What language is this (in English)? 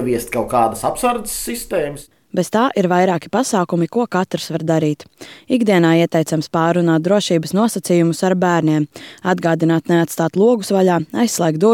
Latvian